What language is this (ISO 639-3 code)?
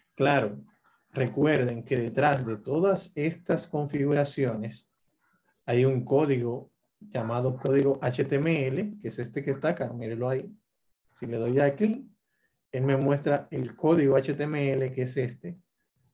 spa